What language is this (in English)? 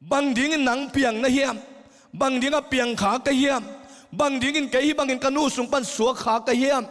Tedim Chin